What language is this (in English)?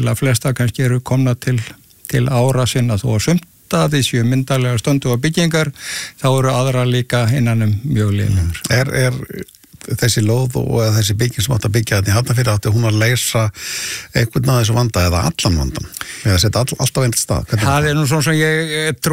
Icelandic